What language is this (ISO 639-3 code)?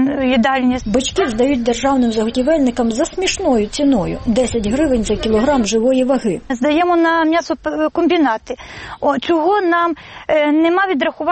ukr